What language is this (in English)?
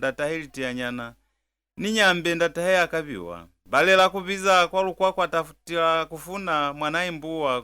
Lozi